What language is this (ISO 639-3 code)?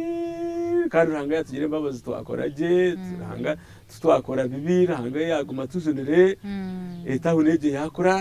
nyn